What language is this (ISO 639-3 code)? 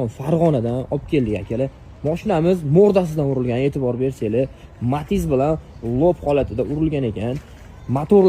uzb